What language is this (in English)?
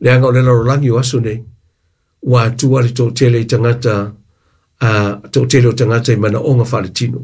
Samoan